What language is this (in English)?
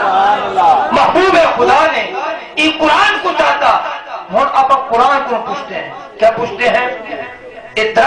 Saraiki